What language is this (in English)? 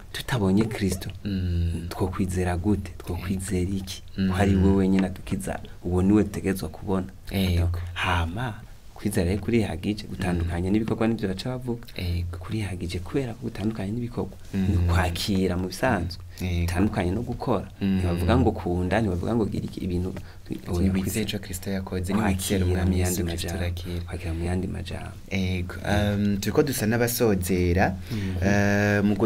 Rundi